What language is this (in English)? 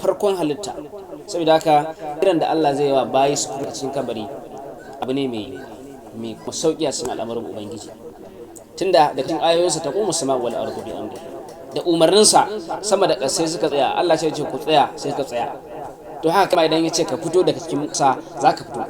Hausa